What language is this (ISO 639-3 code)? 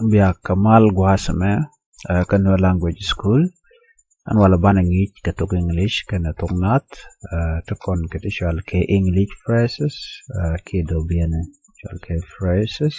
nus